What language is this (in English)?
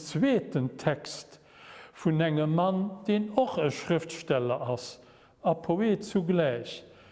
Luxembourgish